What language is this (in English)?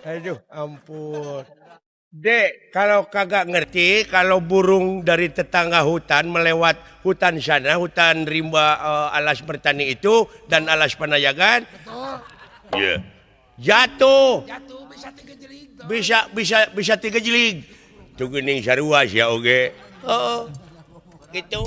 Sundanese